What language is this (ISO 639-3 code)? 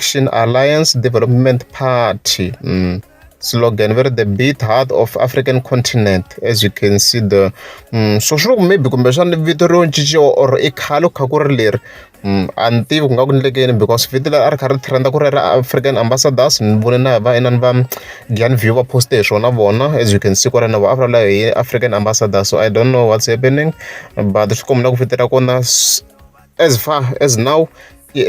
tso